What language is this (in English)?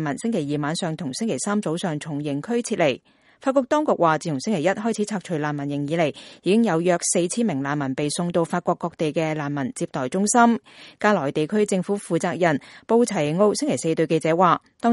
Cantonese